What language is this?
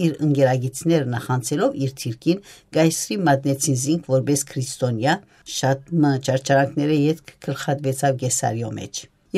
Armenian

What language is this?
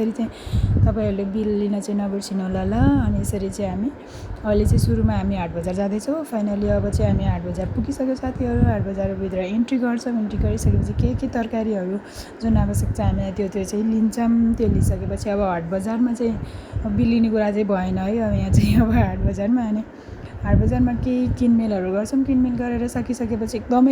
Nepali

